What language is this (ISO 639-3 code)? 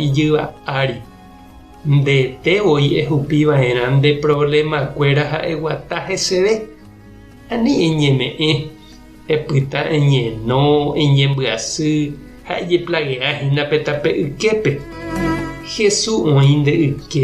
grn